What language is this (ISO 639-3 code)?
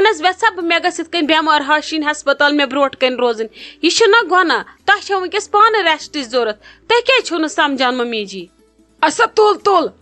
kas